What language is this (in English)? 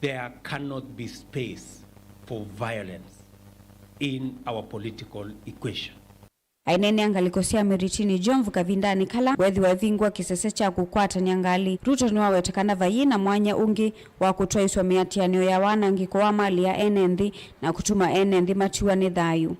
Kamba